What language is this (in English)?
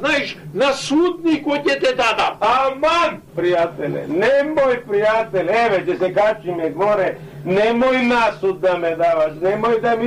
Macedonian